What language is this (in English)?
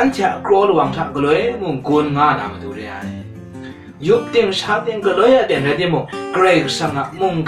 Kachin